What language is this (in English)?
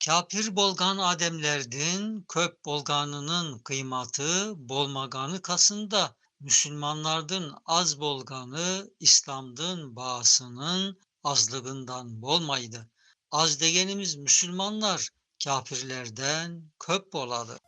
Tatar